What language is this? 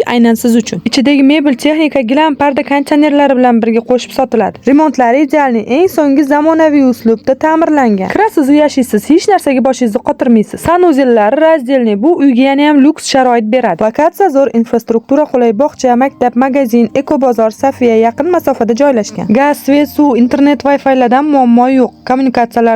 Uzbek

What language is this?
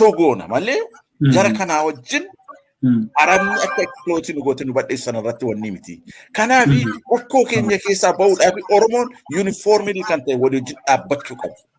Oromo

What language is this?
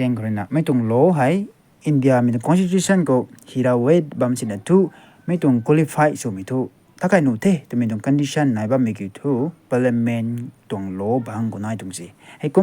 Rongmei Naga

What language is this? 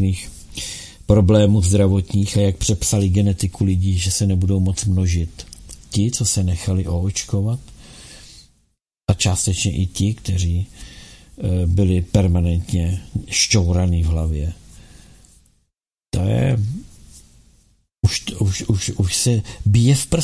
Czech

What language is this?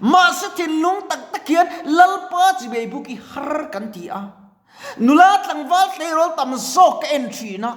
Mizo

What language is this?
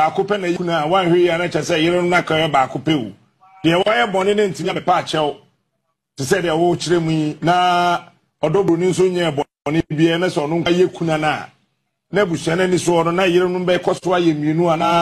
Akan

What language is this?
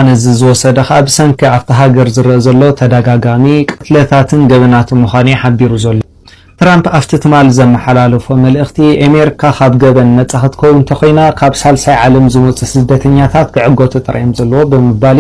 Tigrinya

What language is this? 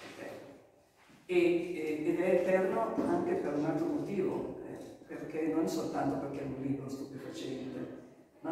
Italian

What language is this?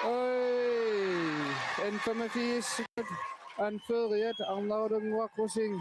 Kalaallisut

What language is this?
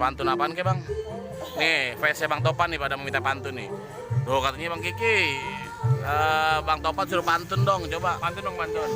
Betawi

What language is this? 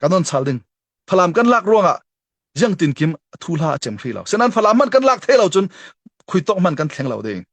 Falam Chin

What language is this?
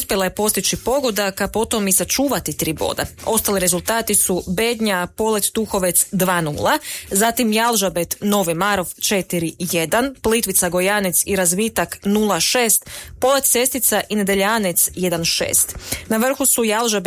Croatian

